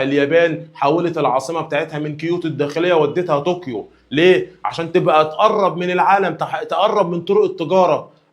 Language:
Egyptian Arabic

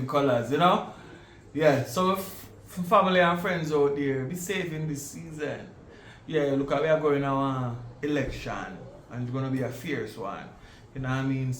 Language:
Jamaican Creole English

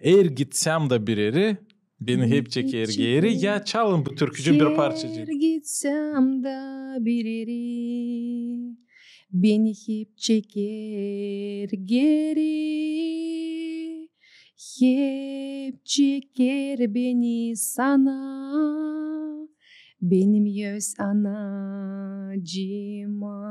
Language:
Gagauz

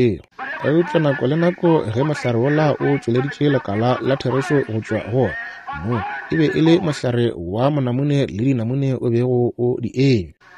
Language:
Northern Sotho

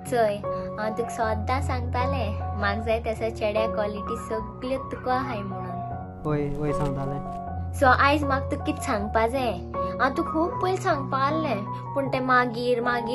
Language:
Konkani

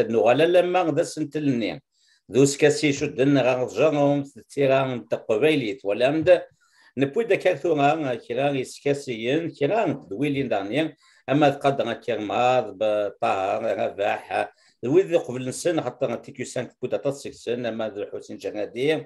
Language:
Kabyle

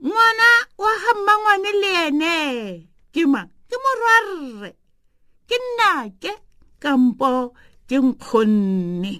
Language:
Tswana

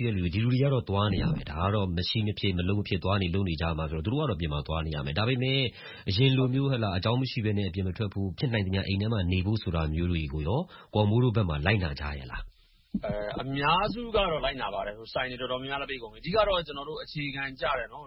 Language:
Burmese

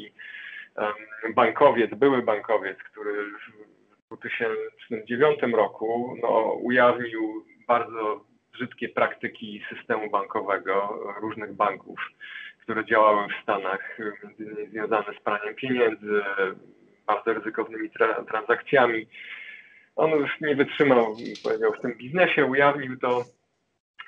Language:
Polish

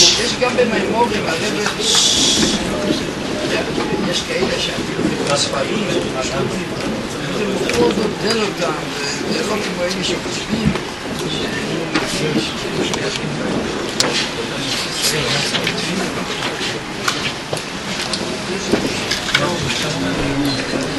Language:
Hebrew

